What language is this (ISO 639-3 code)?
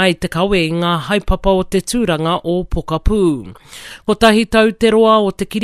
mri